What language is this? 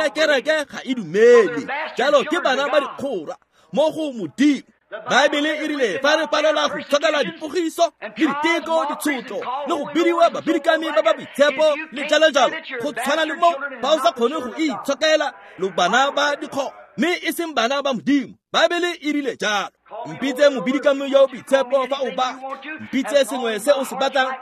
Tswana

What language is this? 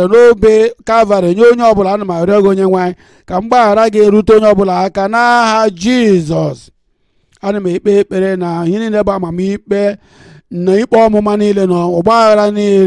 Igbo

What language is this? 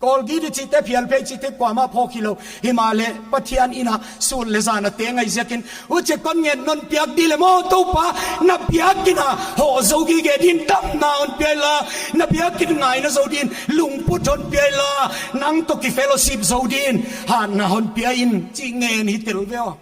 Paite Chin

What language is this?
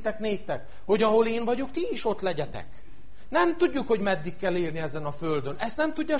Hungarian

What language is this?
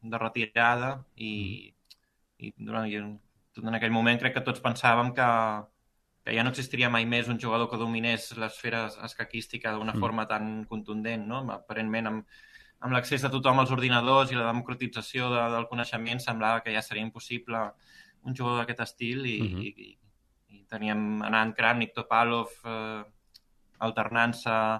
Catalan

